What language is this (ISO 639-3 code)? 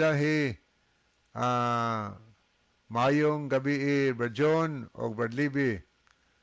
ceb